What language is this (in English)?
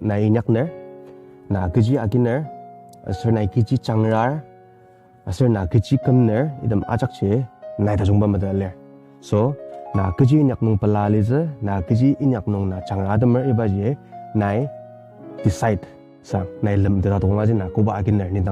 Ao Naga